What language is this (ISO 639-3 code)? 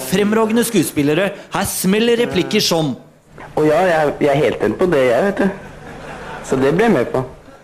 nor